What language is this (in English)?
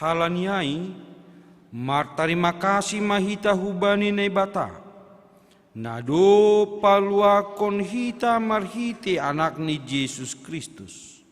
Batak Simalungun